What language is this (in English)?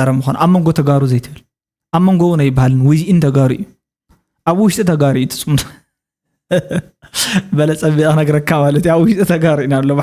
Tigrinya